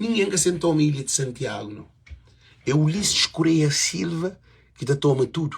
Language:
Kabuverdianu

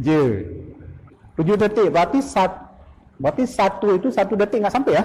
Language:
Achinese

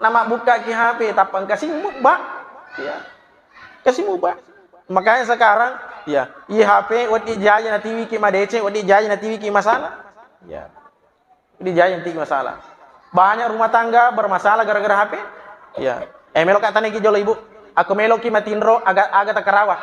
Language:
Buginese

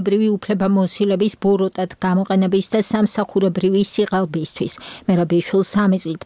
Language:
Georgian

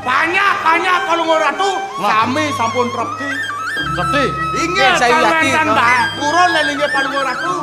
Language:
Balinese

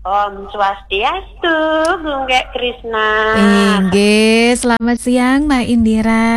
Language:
Balinese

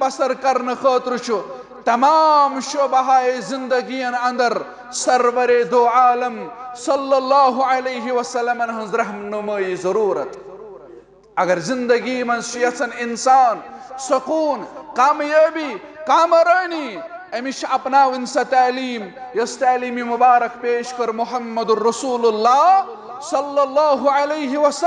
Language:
Kashmiri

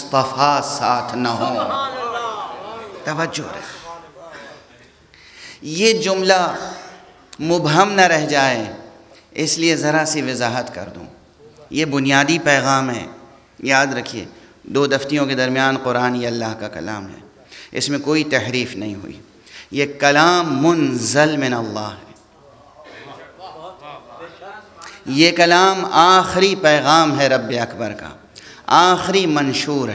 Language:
Urdu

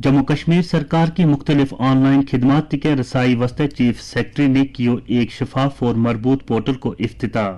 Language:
Gujari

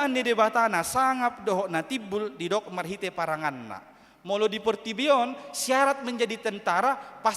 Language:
Batak Toba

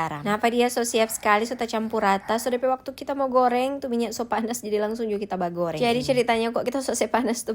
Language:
Manado Malay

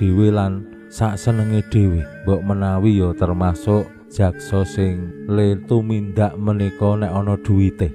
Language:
Javanese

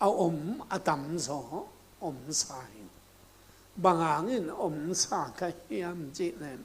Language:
Tedim Chin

